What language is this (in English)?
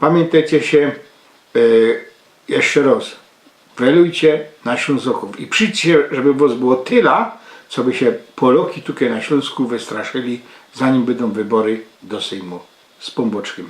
Silesian